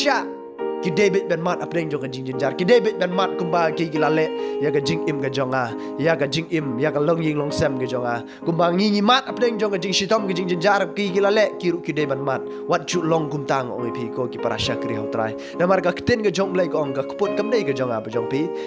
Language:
Khasi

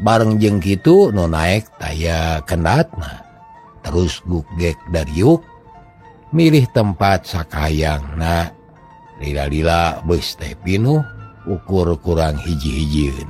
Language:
Sundanese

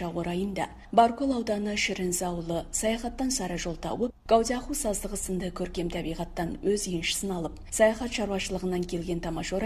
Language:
Kazakh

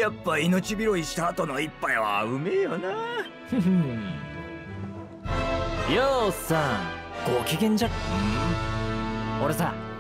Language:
Japanese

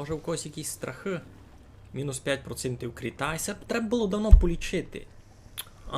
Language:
Rusyn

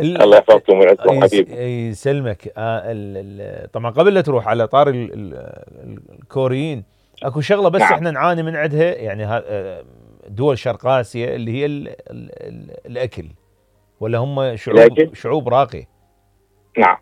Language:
Mesopotamian Arabic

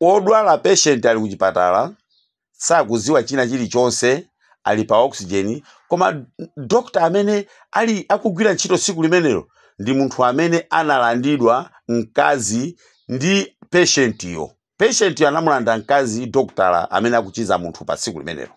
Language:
Nyanja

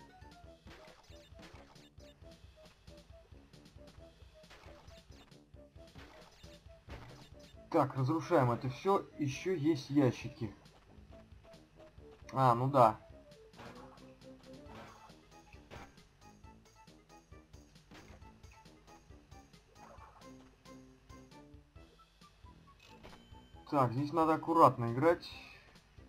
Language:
Russian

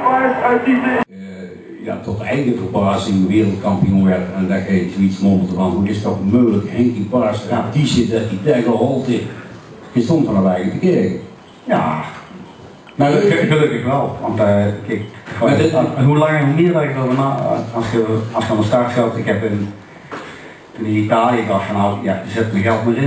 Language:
Dutch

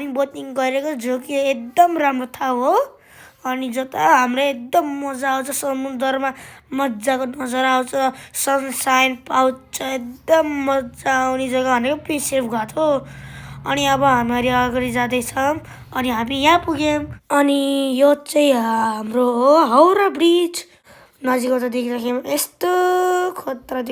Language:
Nepali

